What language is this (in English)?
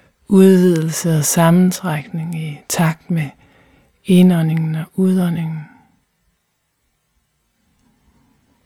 Danish